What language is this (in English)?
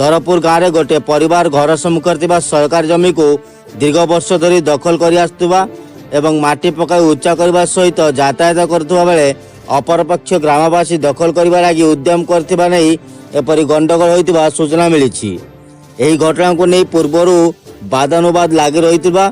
Odia